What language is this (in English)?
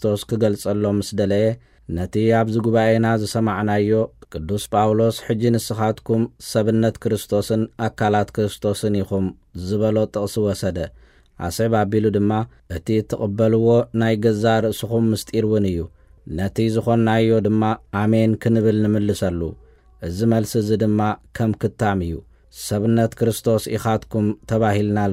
Tigrinya